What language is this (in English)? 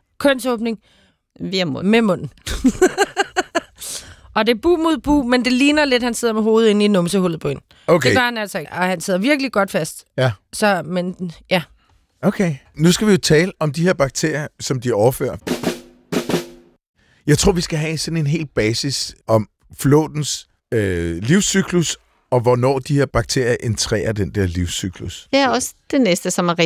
Danish